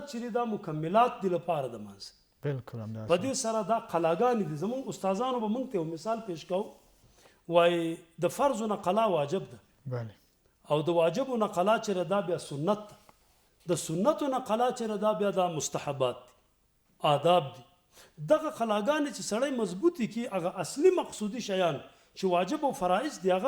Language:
Pashto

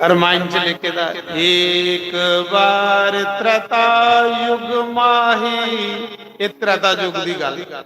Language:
Dogri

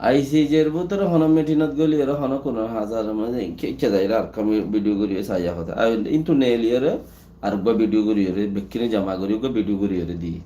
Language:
Rohingya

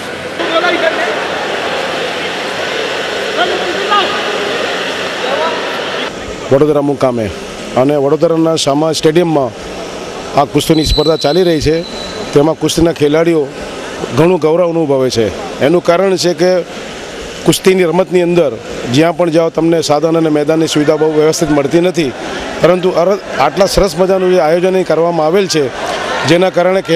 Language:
Gujarati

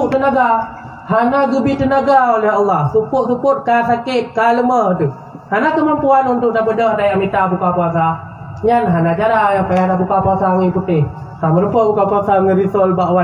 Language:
Achinese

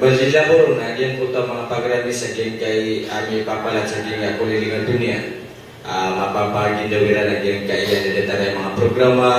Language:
Maranao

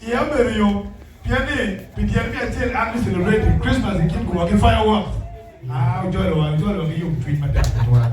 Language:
Acoli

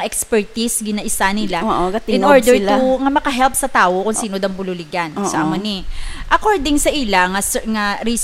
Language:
Hiligaynon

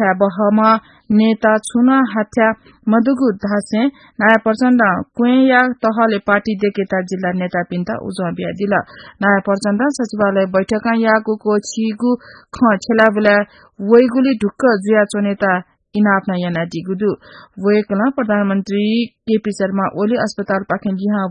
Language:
Newari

